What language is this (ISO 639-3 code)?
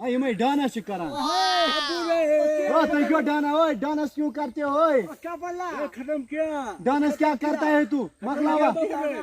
kas